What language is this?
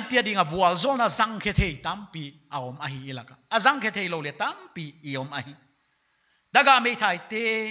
Paite Chin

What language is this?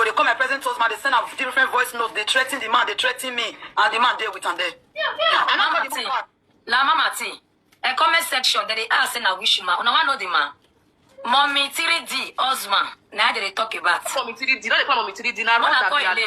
Nigerian Pidgin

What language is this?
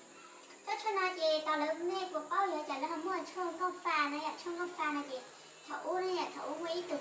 Hmong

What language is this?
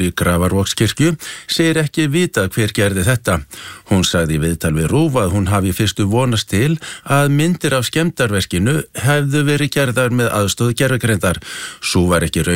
Icelandic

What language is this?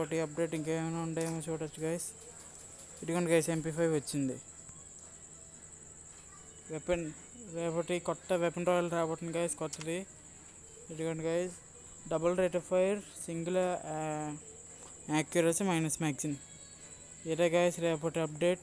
Telugu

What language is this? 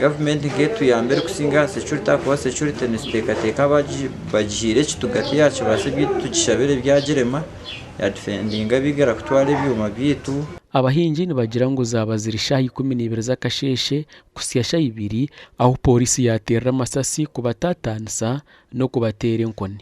Nyankole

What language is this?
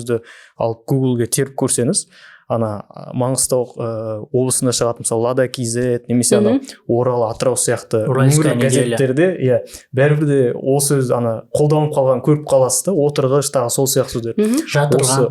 Kazakh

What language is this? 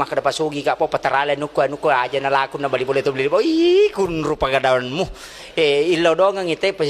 Buginese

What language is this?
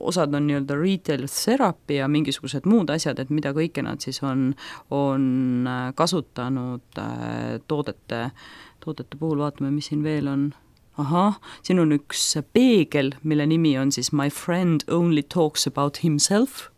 Estonian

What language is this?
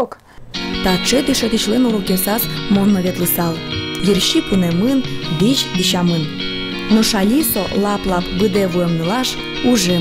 Udmurt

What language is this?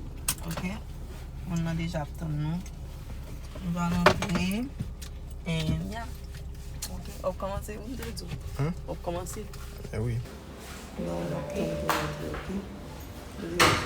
Haitian Creole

